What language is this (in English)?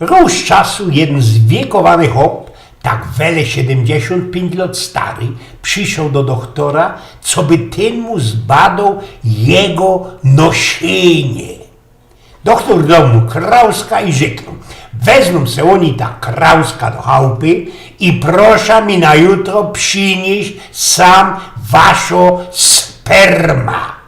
Silesian